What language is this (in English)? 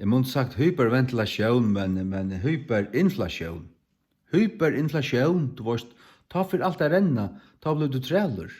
Faroese